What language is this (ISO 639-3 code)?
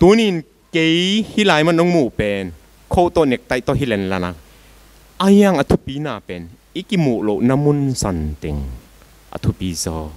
ctd